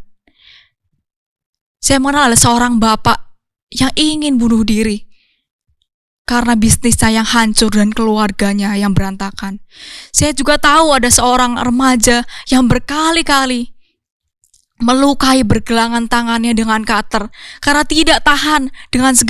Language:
Indonesian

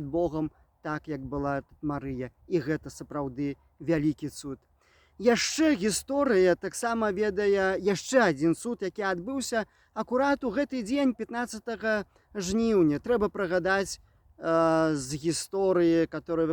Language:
Belarusian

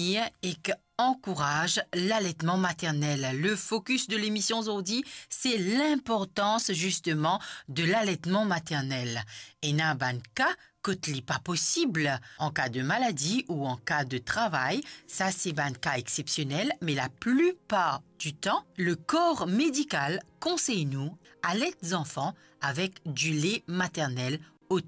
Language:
Morisyen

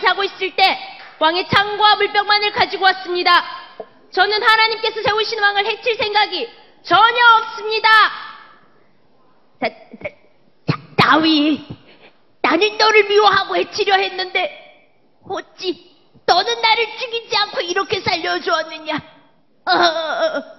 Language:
Korean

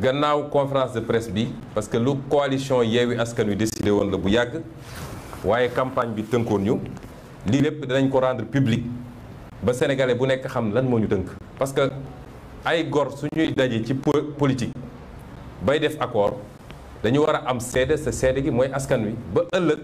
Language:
Wolof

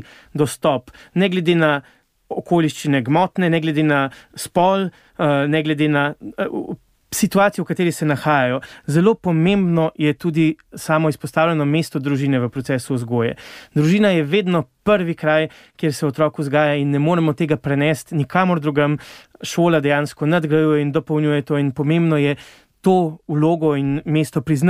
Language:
Slovenian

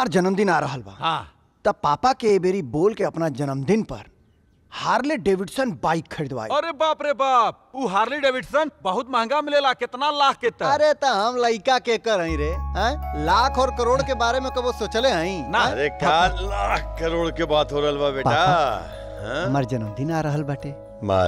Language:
Bhojpuri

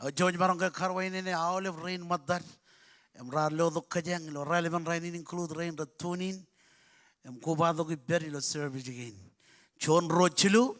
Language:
Marshallese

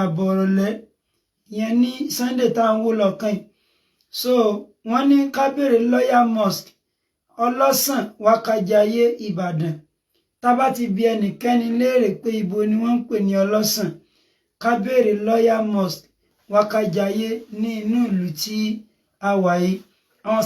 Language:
Yoruba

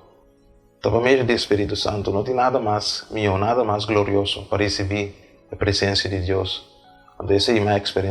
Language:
Papiamento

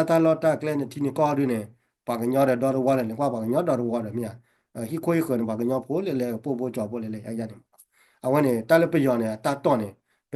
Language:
S'gaw Karen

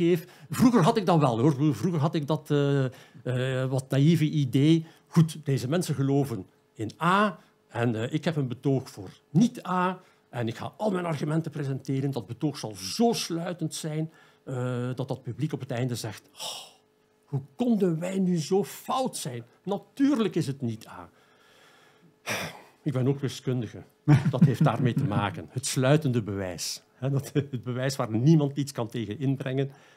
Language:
Dutch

